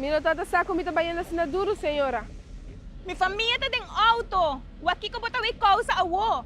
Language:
Papiamento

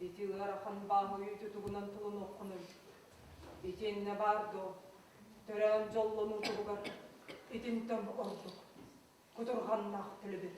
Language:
Yakut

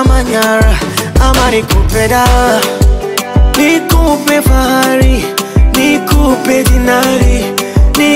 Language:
Swahili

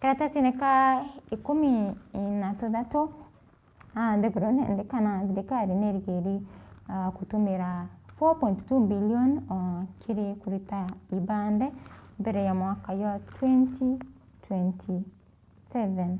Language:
Meru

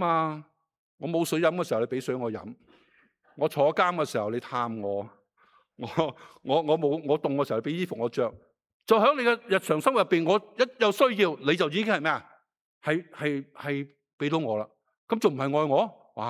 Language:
Cantonese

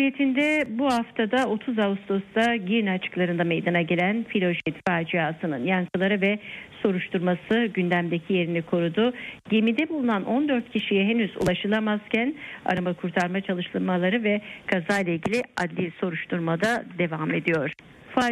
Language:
Turkish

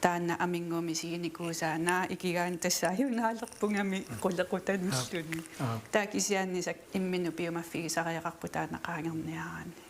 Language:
Kalaallisut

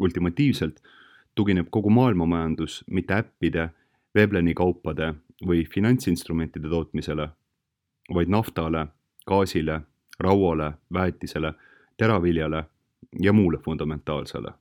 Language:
Estonian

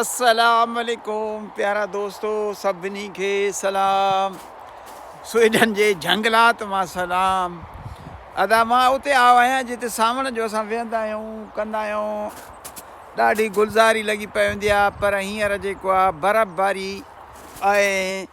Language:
Sindhi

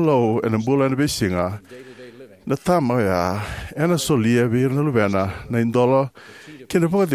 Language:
Fijian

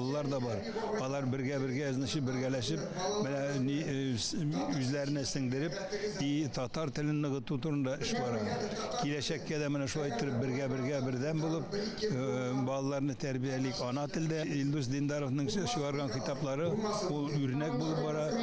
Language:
Tatar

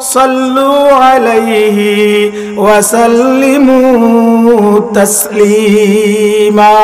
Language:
Sylheti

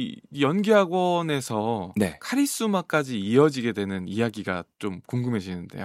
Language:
Korean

